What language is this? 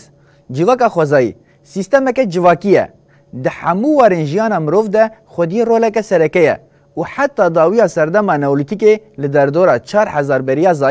Kurdish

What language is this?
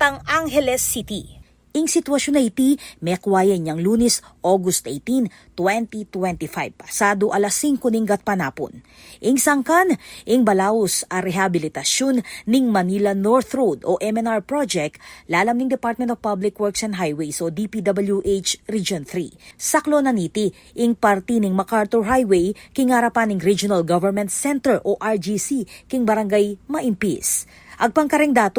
Pampanga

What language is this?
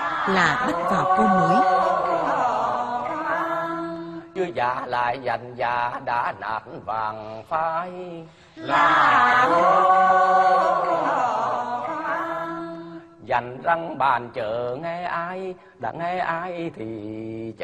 Vietnamese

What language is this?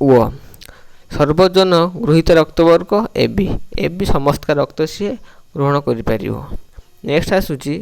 Odia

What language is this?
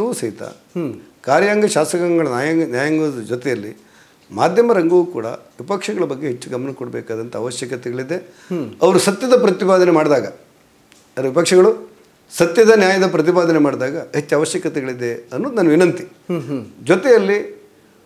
Kannada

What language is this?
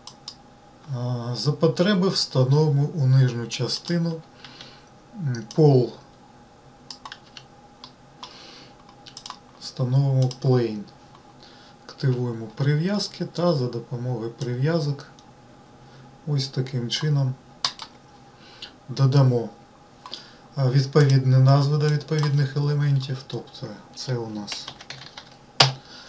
Ukrainian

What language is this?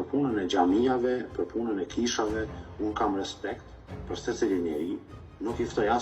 Albanian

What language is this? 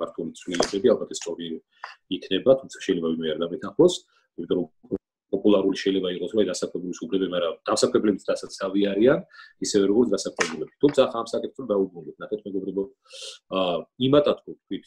Georgian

